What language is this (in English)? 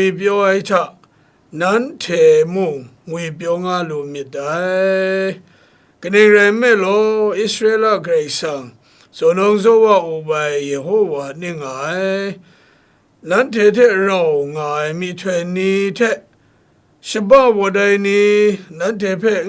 Kachin